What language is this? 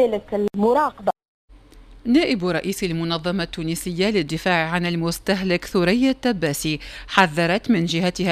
Arabic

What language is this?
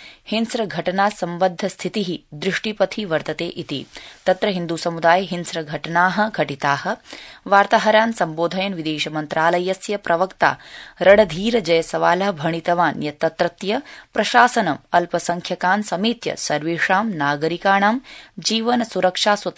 Sanskrit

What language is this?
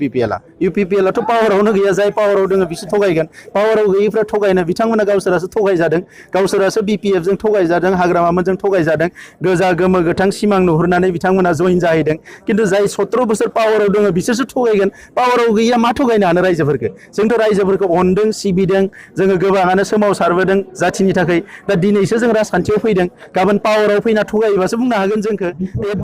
Bodo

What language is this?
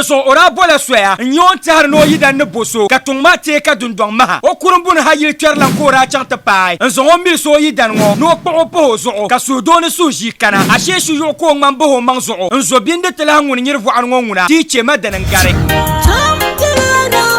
Dagbani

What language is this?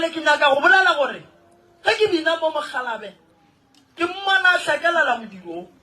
Northern Sotho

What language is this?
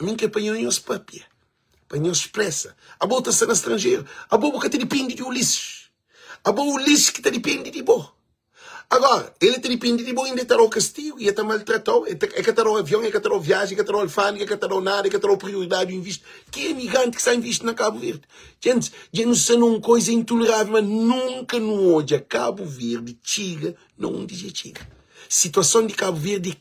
Kabuverdianu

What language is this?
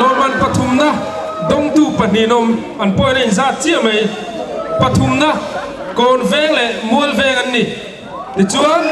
Mizo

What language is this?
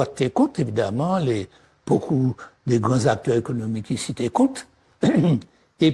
Guadeloupean Creole French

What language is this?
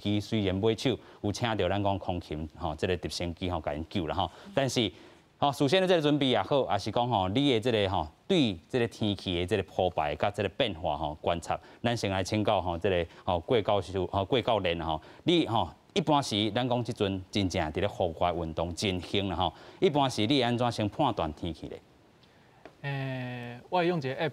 Min Nan Chinese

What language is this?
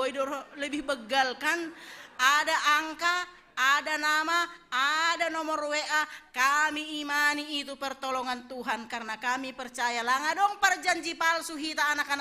Batak Simalungun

